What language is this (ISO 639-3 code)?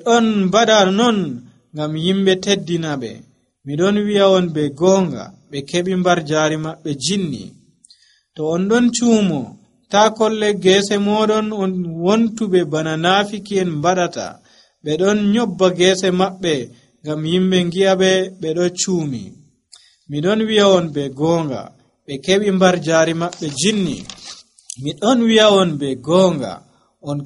fuv